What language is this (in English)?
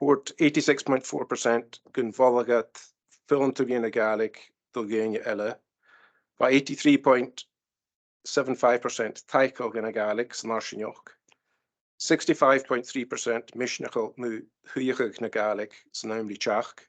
Scottish Gaelic